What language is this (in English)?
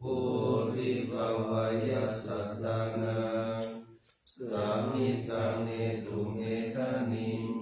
Pali